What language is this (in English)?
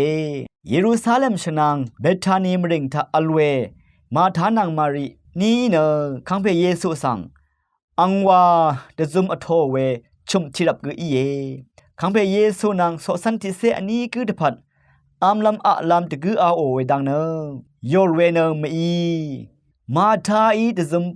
Rawang